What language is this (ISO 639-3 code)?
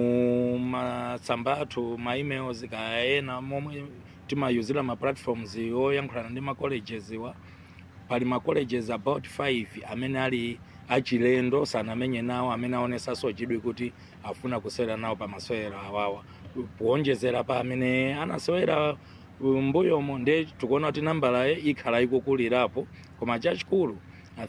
nya